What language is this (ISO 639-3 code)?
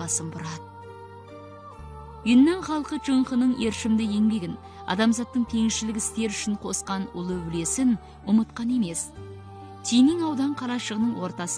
kaz